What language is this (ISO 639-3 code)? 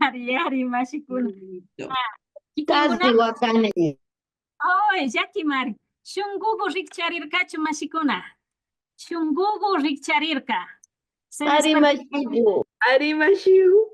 qvi